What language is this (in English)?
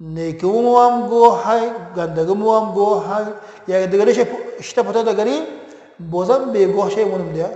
Tajik